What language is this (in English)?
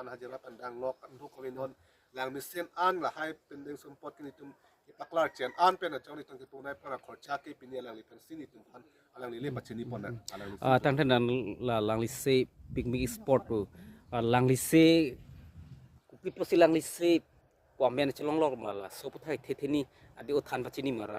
Karbi